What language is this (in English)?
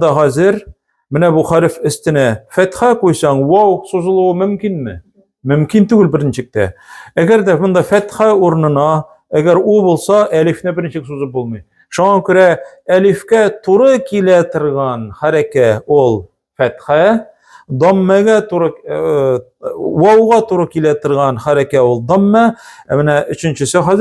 Tatar